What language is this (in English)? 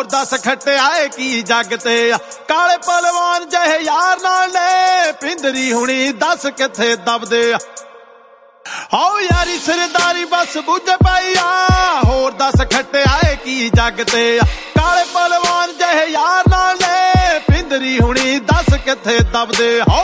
Punjabi